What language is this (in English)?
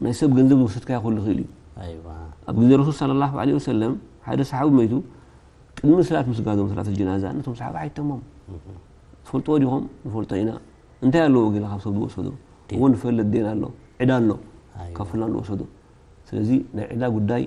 Tigrinya